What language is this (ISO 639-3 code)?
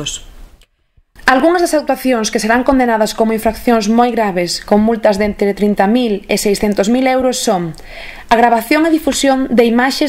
glg